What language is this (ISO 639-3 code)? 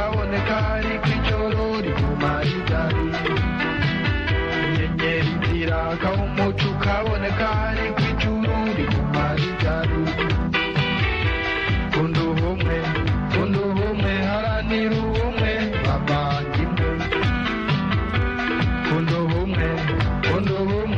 kin